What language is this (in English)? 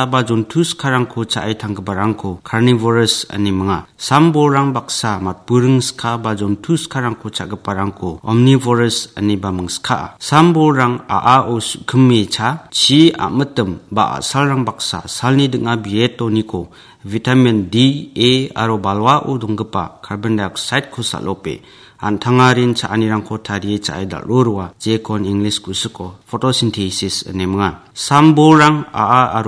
Garo